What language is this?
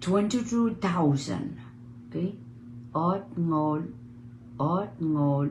Pohnpeian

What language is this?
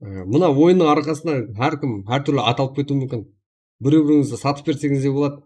Kara-Kalpak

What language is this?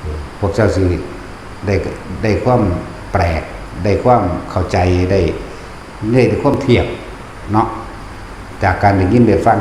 Northeastern Thai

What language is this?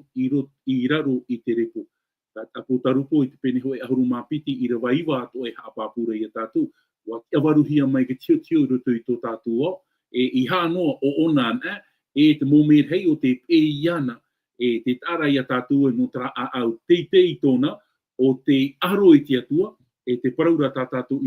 Tahitian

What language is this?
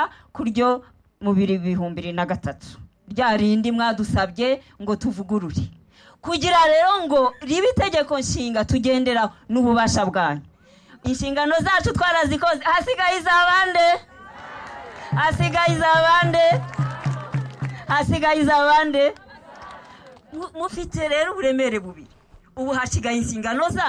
Kinyarwanda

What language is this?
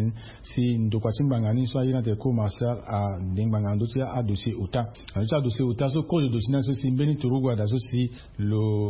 Sango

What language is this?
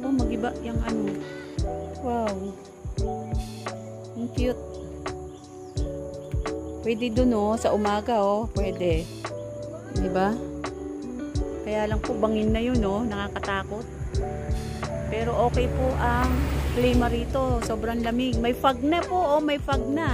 Filipino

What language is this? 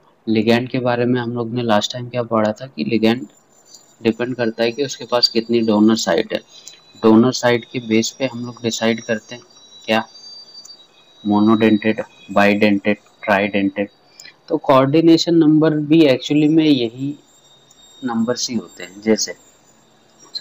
Hindi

